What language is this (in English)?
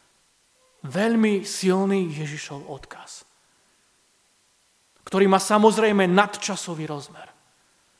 Slovak